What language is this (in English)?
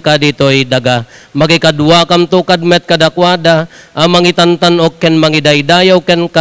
Iloko